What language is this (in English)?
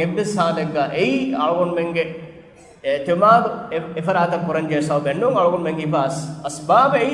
Divehi